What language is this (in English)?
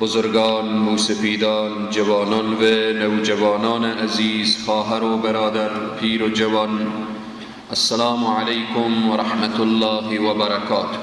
Persian